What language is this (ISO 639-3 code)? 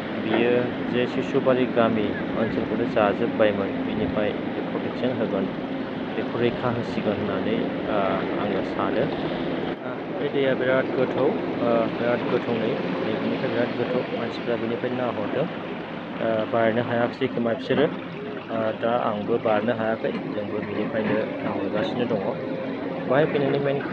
brx